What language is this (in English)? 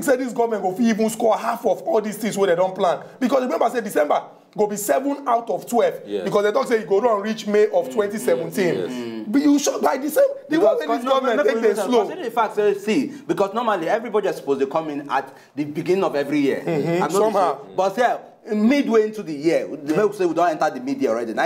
Nigerian Pidgin